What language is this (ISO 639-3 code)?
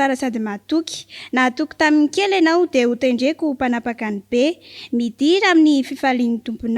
mlg